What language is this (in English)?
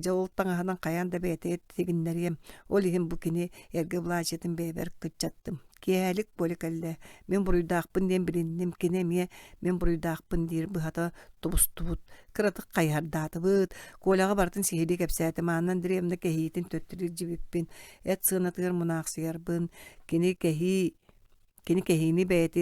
Yakut